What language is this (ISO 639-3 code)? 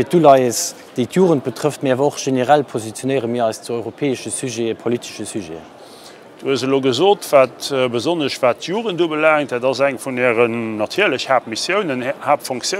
ltz